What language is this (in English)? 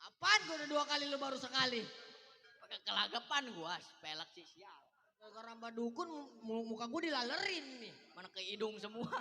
Betawi